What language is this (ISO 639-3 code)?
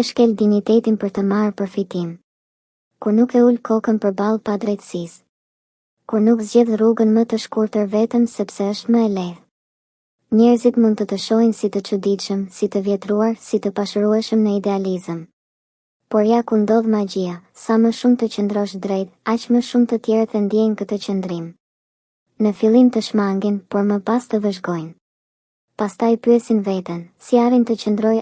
sqi